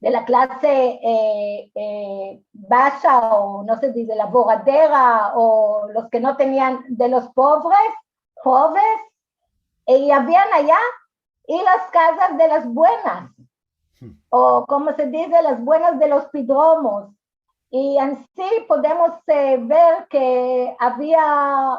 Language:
Ladino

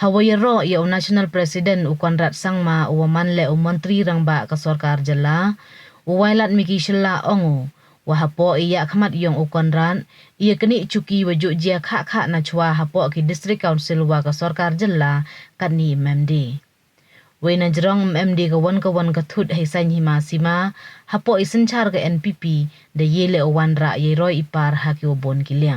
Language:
Pnar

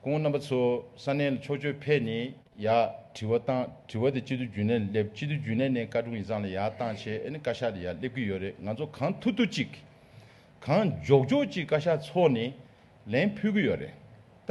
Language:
Tibetan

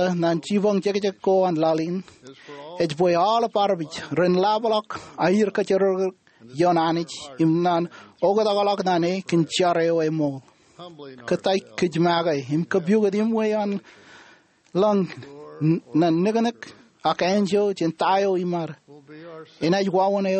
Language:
Marshallese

